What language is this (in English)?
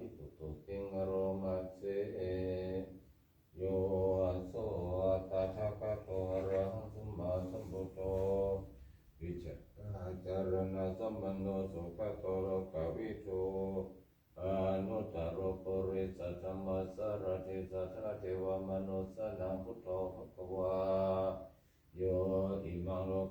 Pali